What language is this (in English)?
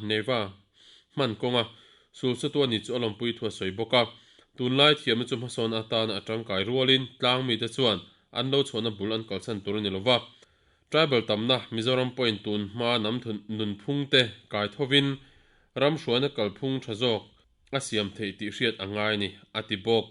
Mizo